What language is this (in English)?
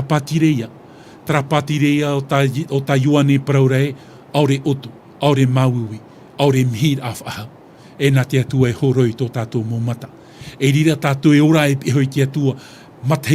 Tahitian